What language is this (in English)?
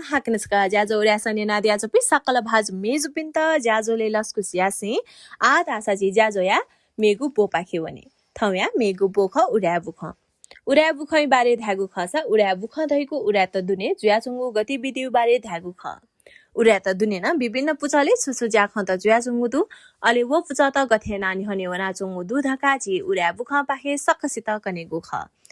Newari